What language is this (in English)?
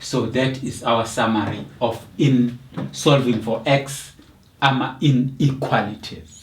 Zulu